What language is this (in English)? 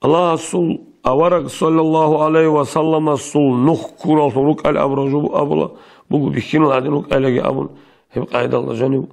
Avaric